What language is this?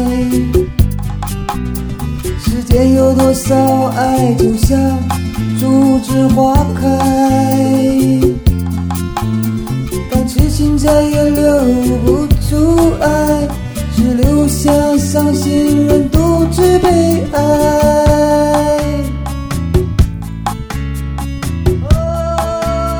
Chinese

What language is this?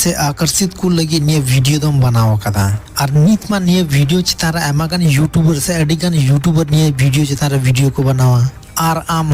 Santali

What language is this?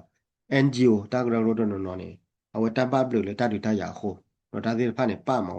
S'gaw Karen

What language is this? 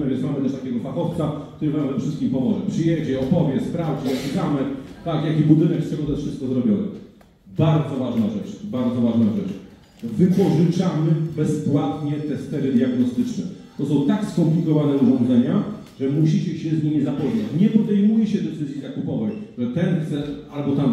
Polish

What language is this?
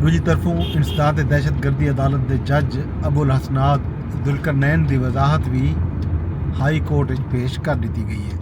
Saraiki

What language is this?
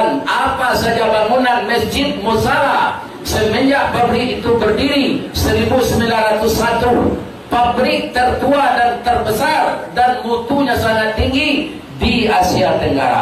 Minangkabau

